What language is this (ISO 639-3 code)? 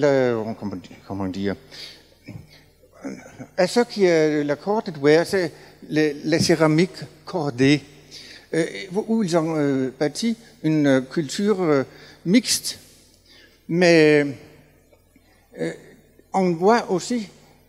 fra